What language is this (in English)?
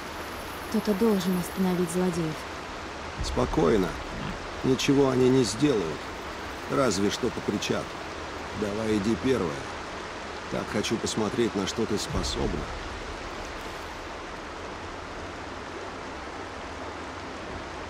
Russian